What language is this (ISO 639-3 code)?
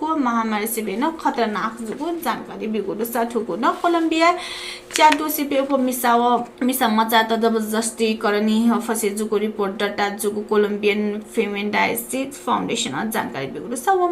new